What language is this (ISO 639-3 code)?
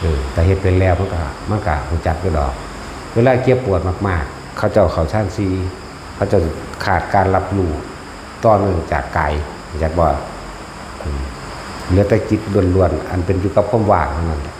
tts